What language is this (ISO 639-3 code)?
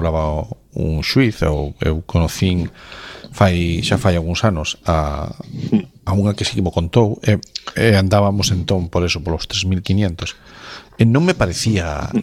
glg